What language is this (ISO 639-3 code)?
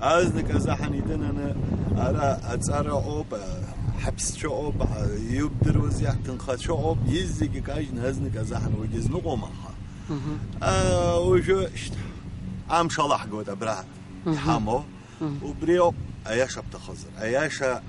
abk